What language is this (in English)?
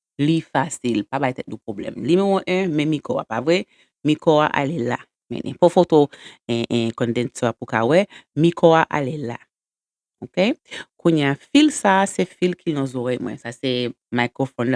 Haitian Creole